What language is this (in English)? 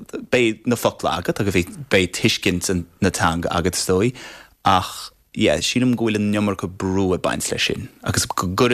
Irish